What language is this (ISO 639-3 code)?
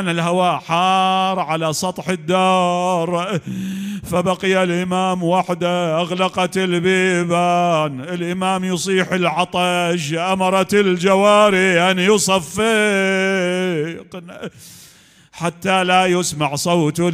acm